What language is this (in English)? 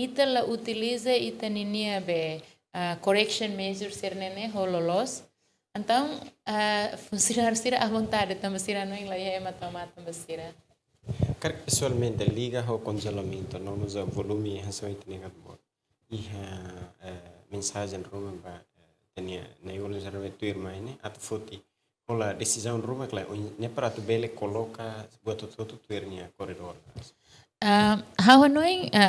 Tetum